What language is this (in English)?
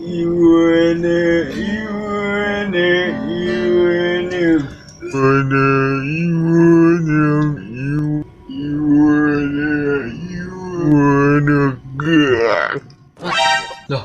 Betawi